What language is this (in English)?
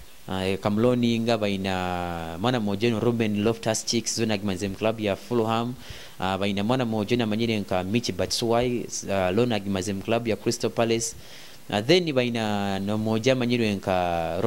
Nyoro